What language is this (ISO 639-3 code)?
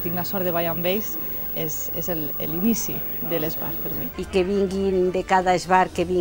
cat